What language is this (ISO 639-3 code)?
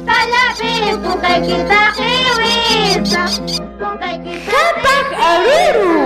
quy